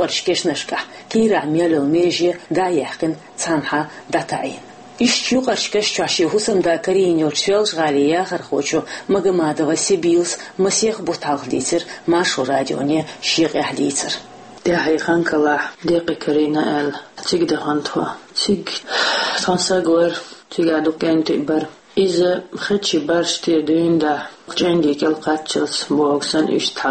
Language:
Chechen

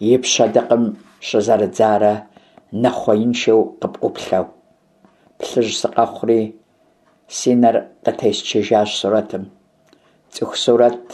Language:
Kabardian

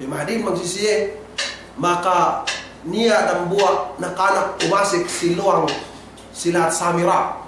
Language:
Yakan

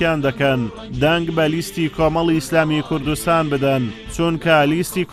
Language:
Central Kurdish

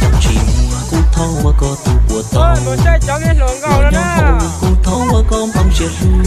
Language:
Hmong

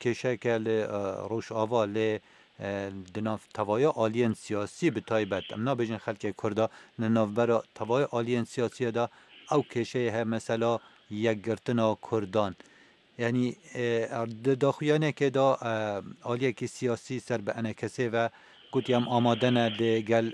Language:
Kurdish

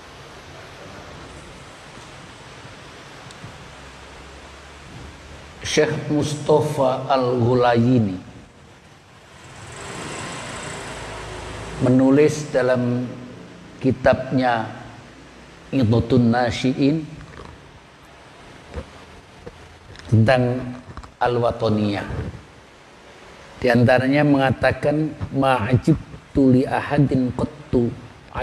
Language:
Indonesian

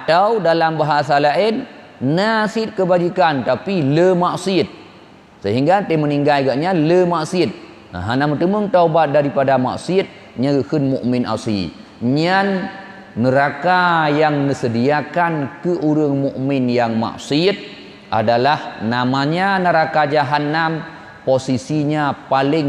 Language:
Achinese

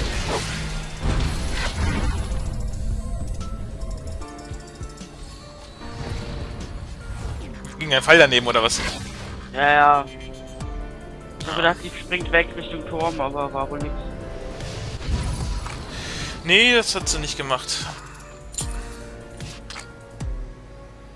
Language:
German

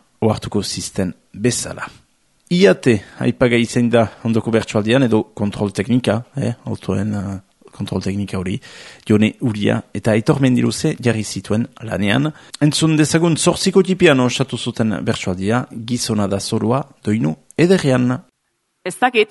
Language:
Basque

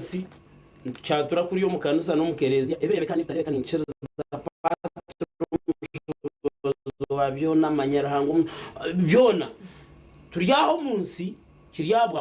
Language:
Nyankole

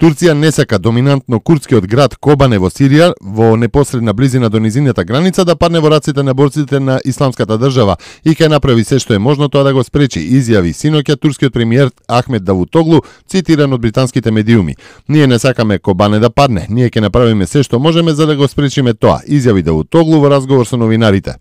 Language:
Macedonian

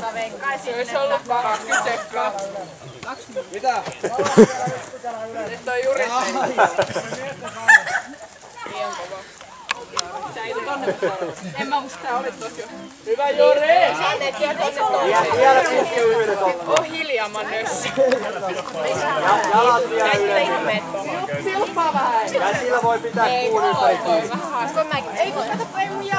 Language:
Finnish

